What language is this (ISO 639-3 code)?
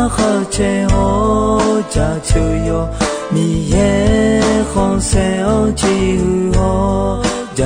ahk